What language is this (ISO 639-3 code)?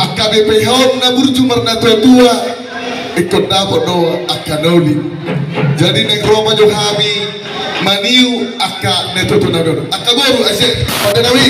bbc